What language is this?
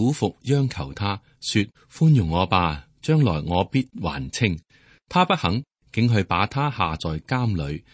Cantonese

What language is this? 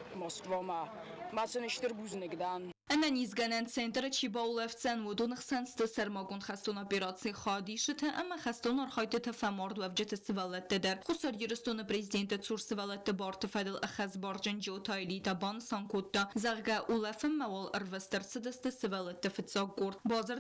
Ossetic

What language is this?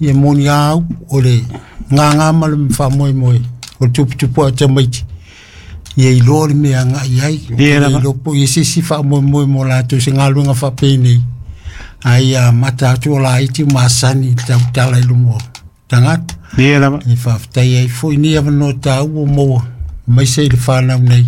Samoan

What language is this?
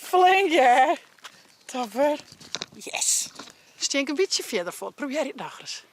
Western Frisian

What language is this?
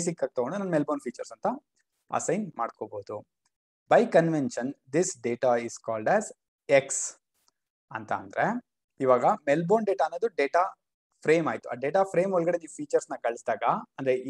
Kannada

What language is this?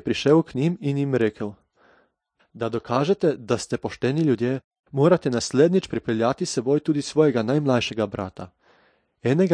Slovenian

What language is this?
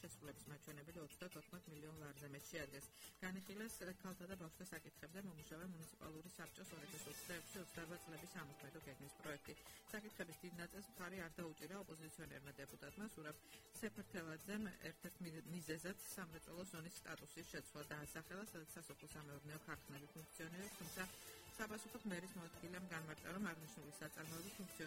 Georgian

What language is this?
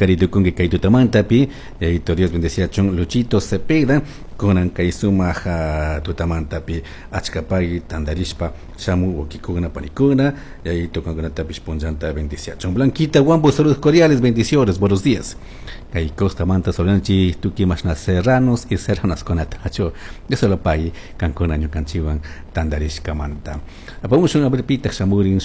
Chimborazo Highland Quichua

